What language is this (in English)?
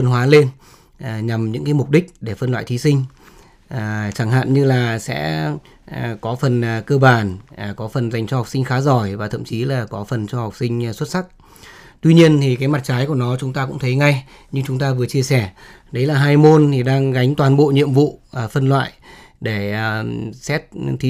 Vietnamese